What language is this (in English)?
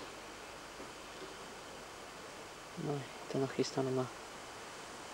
Czech